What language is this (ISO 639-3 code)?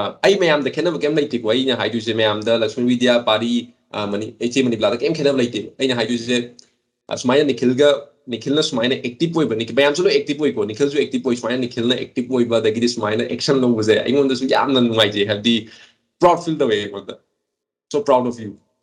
mni